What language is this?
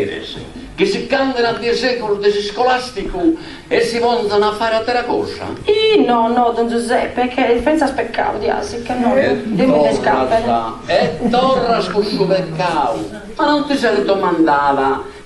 Sardinian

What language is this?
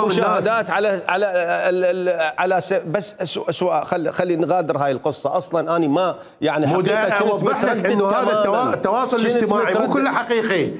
Mesopotamian Arabic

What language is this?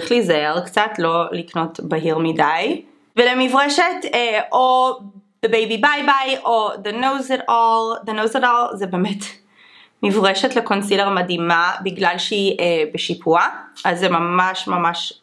Hebrew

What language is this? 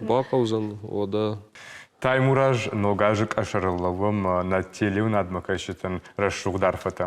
Ossetic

